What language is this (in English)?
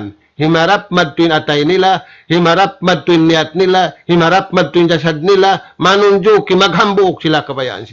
Tausug